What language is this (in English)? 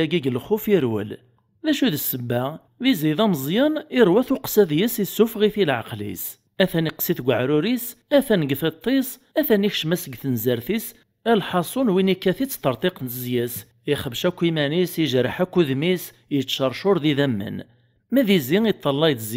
Kabyle